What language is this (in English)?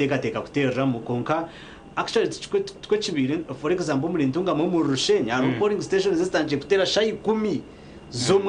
Nyankole